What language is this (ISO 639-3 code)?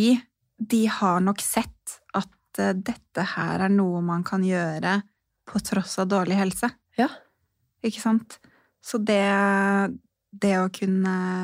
nor